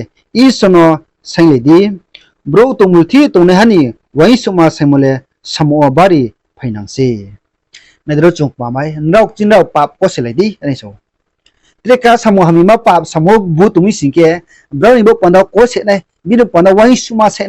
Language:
Riang (India)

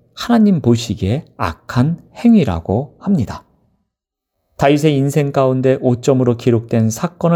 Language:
Korean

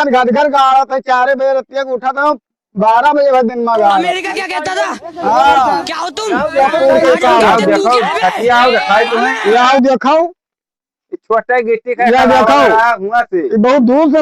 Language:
Awadhi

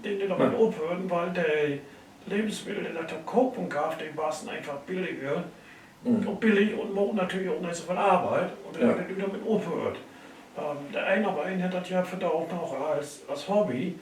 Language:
Low German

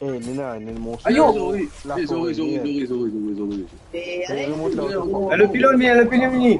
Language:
Morisyen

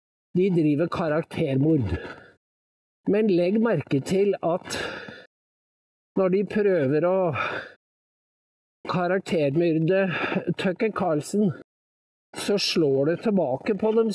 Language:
Norwegian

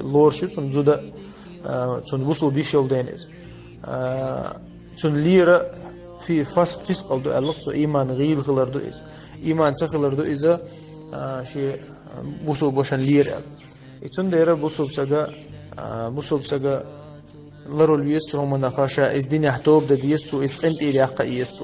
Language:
Chechen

